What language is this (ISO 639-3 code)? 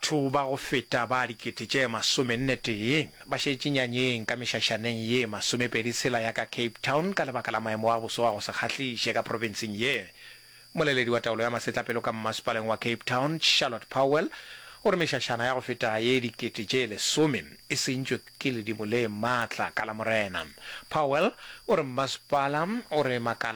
nso